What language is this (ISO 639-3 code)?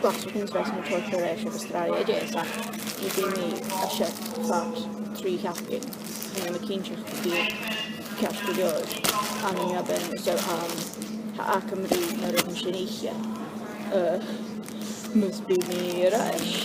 gla